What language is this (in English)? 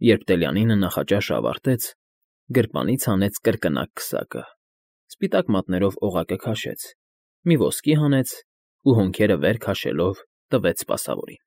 Armenian